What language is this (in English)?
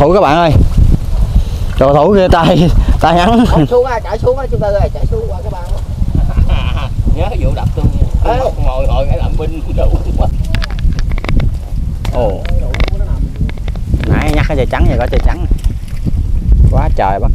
Vietnamese